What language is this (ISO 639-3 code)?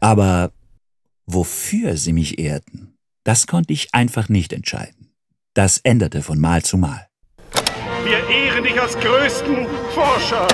gsw